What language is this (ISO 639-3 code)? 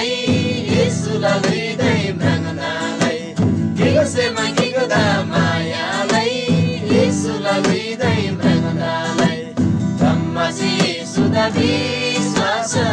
taj